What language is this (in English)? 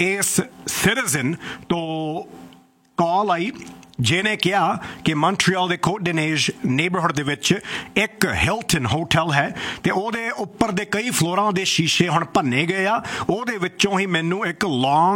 Punjabi